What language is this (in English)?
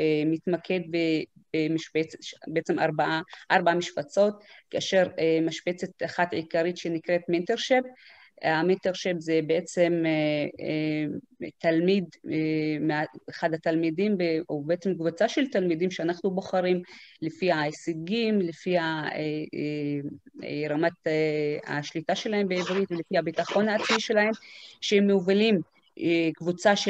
Hebrew